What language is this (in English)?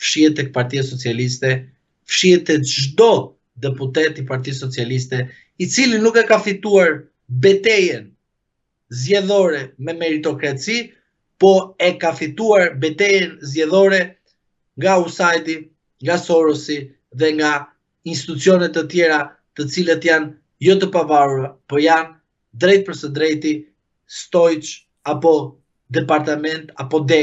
Albanian